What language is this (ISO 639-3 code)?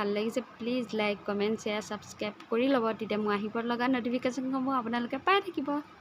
asm